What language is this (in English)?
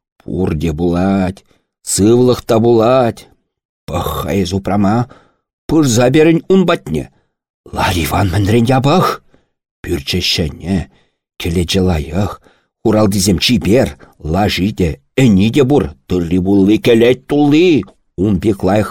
Chuvash